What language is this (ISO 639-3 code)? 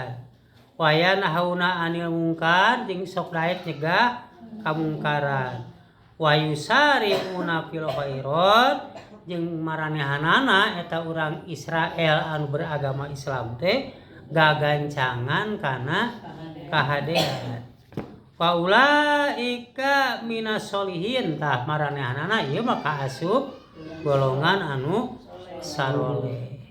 sun